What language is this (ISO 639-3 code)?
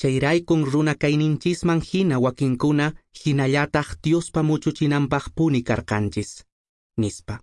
que